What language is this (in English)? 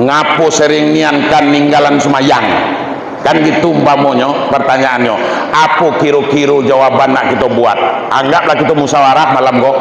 Minangkabau